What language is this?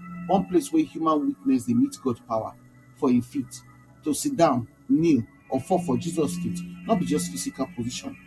Nigerian Pidgin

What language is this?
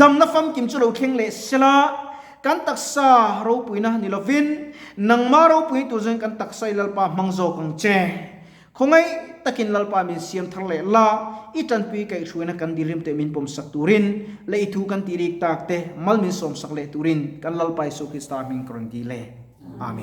Mizo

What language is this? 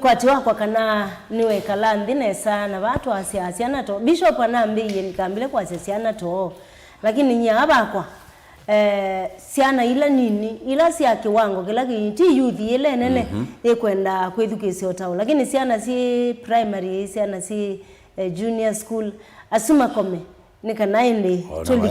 Kamba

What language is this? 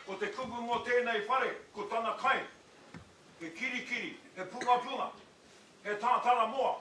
Māori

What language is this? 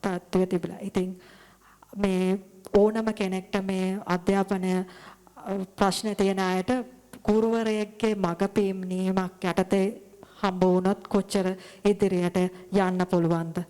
Sinhala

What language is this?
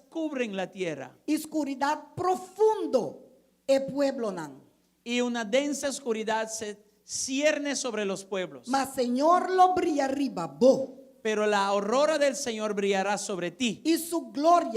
Papiamento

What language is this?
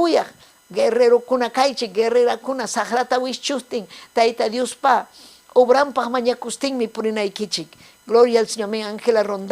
Ayacucho Quechua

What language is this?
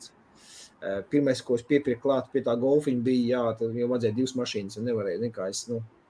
Latvian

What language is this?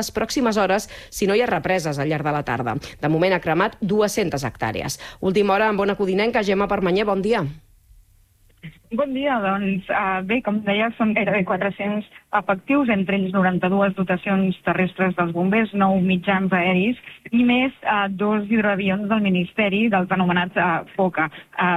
Catalan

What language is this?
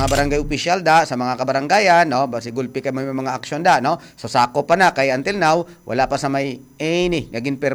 Hiligaynon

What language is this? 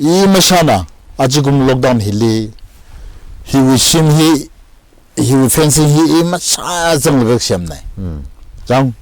Tangkhul Naga (India)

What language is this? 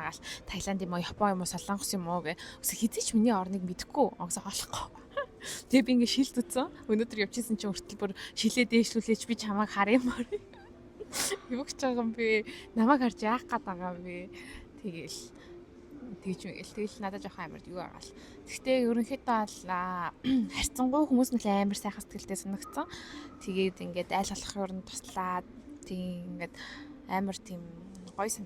Mongolian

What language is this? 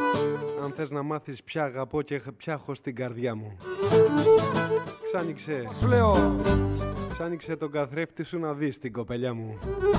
Greek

